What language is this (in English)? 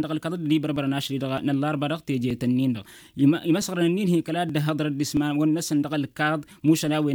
Tamasheq